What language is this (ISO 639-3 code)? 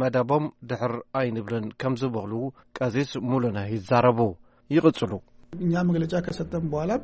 tir